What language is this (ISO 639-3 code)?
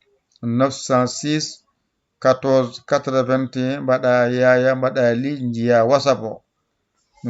ful